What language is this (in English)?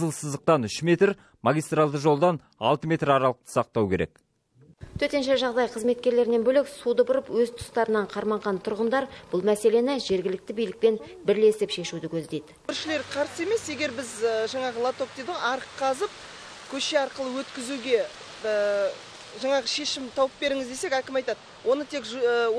Kazakh